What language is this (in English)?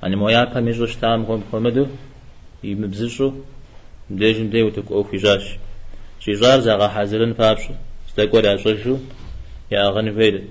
Kabardian